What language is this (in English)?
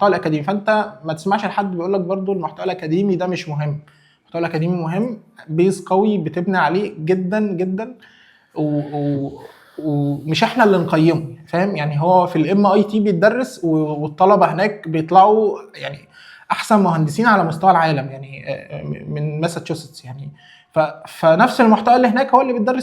Egyptian Arabic